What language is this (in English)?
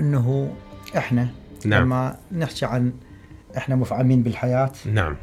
Mesopotamian Arabic